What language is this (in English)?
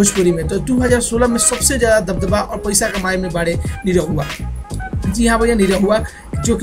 Bhojpuri